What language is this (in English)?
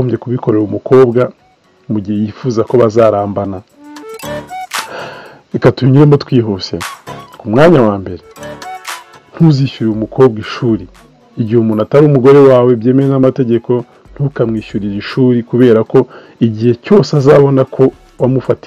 Kinyarwanda